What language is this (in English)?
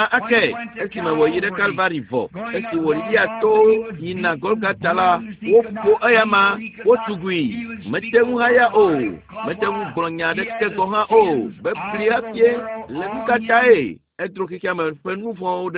Ewe